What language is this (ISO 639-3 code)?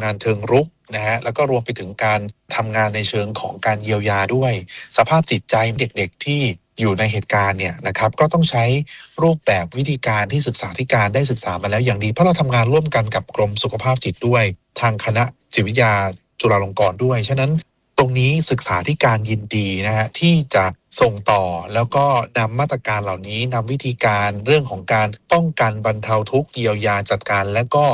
tha